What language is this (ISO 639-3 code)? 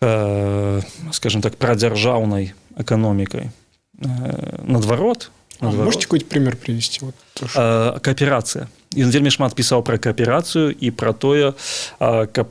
bel